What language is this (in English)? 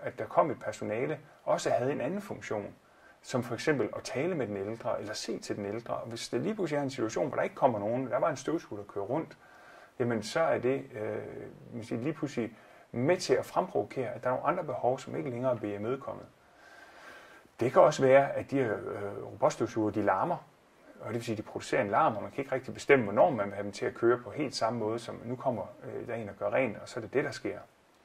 Danish